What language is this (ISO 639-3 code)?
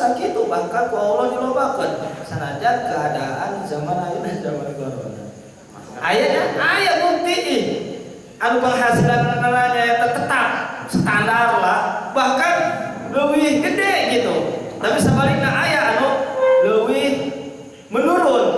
sun